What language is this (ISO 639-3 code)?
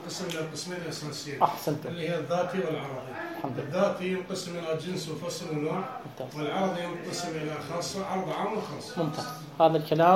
acm